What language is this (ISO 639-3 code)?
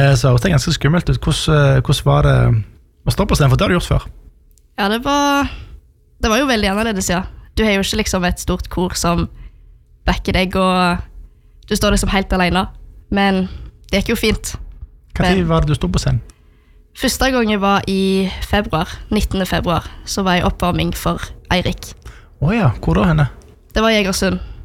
nor